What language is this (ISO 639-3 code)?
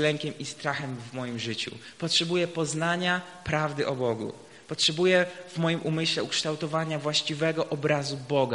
pol